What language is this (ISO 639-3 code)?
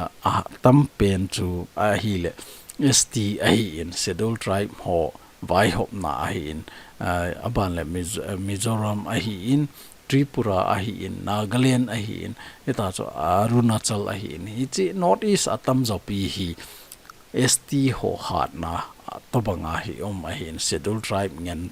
tcz